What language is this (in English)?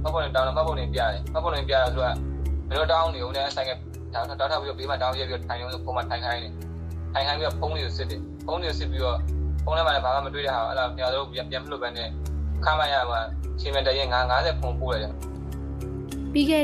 Burmese